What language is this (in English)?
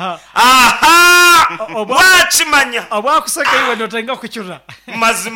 Nyankole